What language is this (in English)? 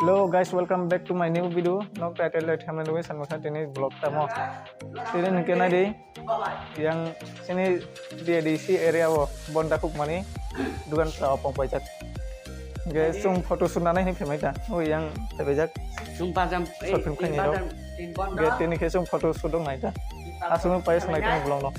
Kok Borok